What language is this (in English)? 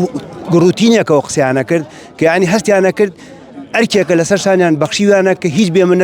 Central Kurdish